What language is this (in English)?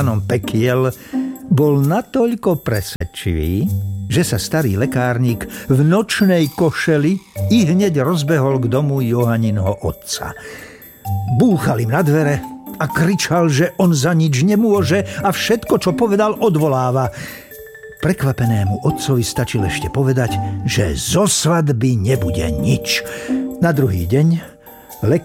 Slovak